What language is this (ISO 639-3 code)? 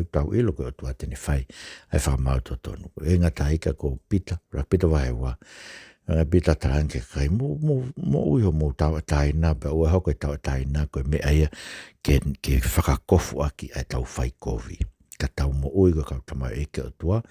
ton